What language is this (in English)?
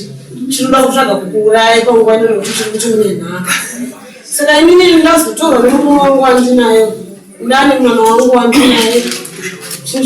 Shona